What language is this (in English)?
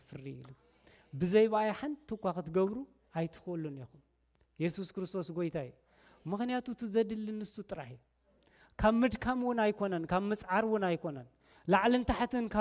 Tigrinya